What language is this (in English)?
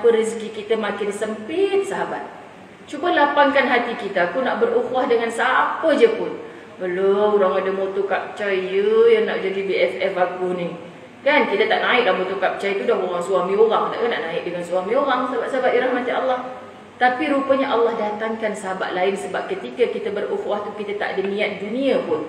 Malay